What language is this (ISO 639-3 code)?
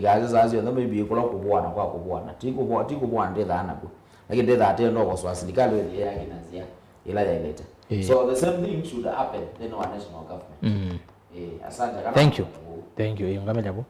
kam